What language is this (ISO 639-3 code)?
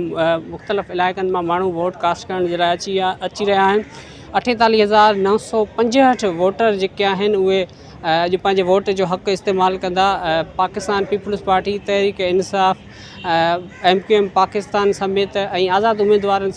snd